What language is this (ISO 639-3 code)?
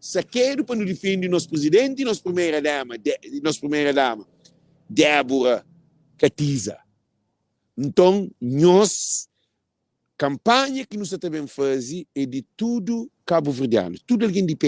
kea